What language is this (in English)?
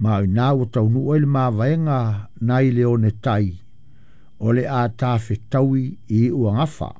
Samoan